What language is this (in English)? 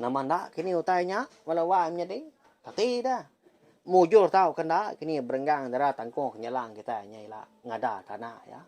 Iban